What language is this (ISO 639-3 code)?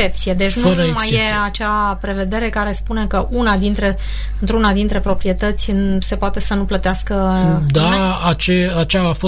ron